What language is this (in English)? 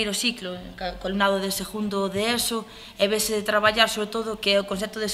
Galician